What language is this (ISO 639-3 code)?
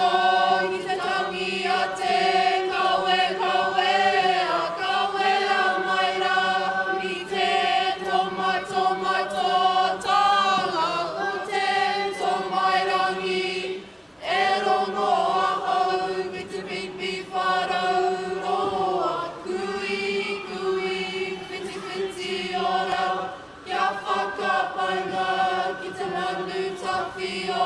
mri